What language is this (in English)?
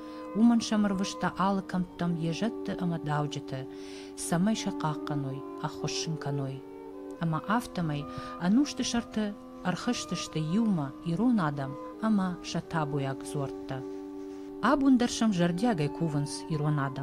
Ossetic